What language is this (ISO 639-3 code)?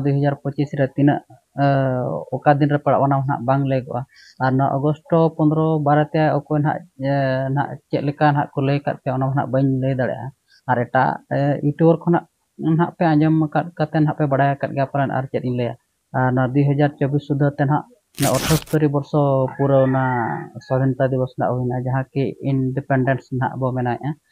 sat